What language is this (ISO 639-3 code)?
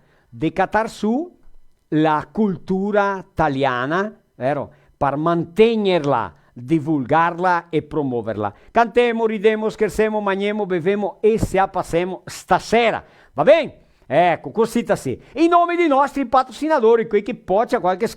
vec